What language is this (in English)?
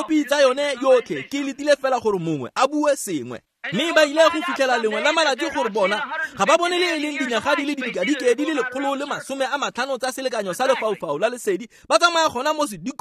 Tswana